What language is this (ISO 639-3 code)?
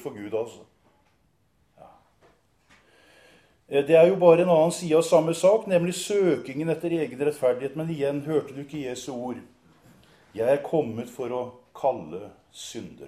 nor